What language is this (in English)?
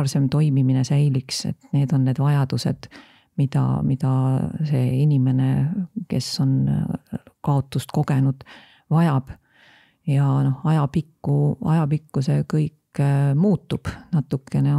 Estonian